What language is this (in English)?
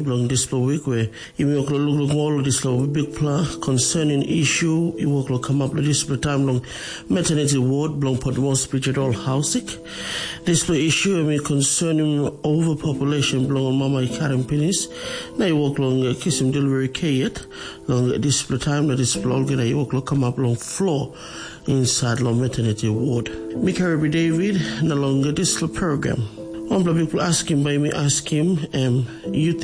Tok Pisin